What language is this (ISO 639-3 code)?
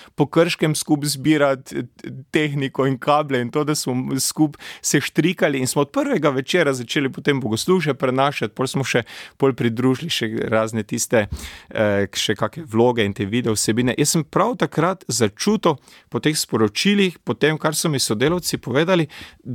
slv